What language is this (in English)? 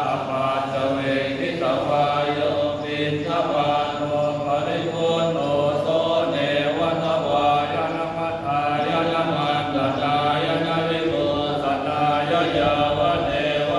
Pali